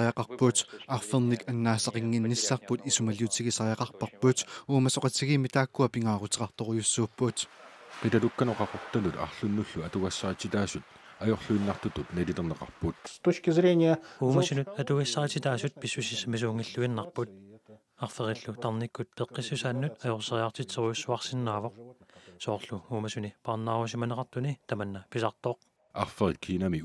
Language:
Kalaallisut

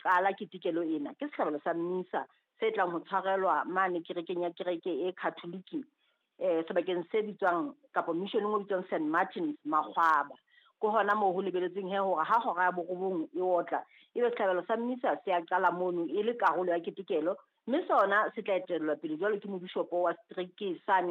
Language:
Southern Sotho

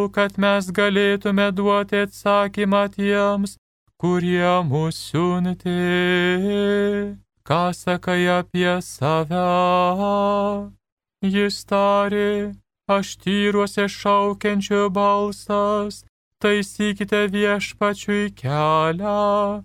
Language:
Lithuanian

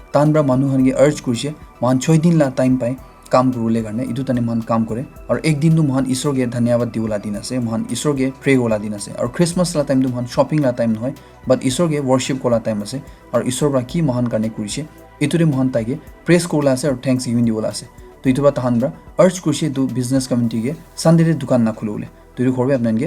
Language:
Naga Pidgin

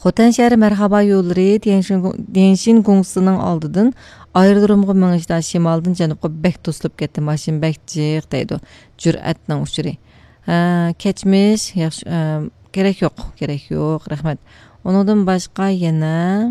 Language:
Uyghur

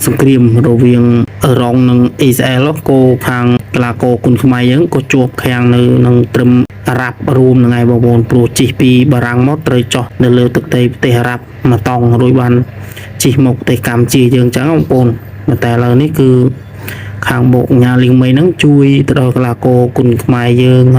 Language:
Khmer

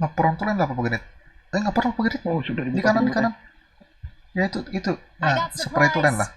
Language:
Banjar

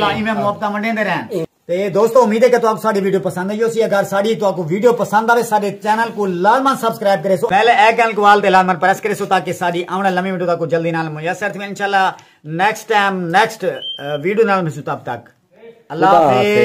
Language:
Saraiki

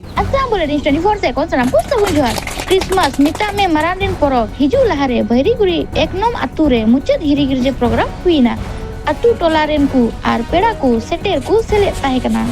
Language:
Santali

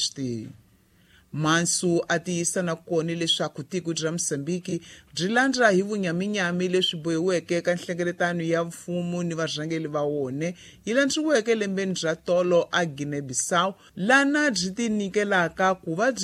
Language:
Tsonga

